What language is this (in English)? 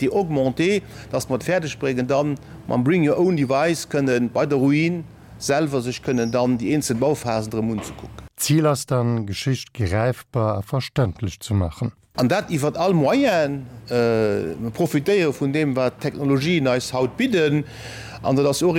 Luxembourgish